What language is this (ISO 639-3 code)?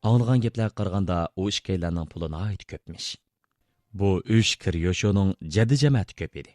uig